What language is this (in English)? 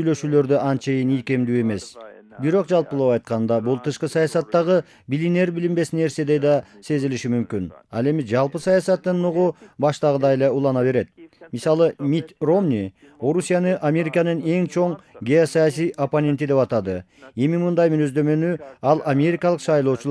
Kyrgyz